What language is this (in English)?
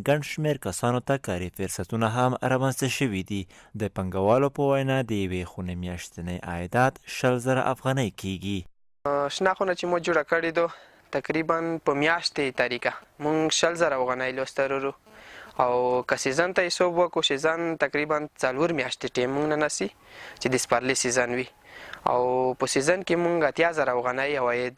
Pashto